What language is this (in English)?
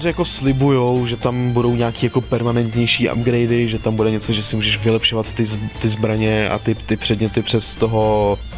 Czech